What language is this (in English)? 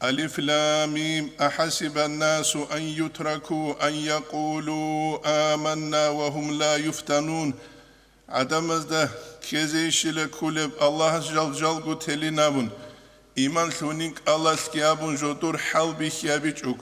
Avaric